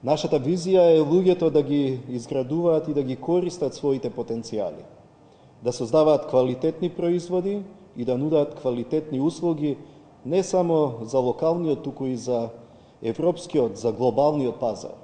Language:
Macedonian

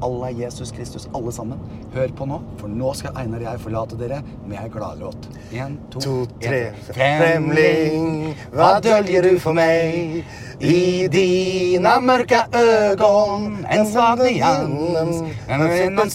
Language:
Norwegian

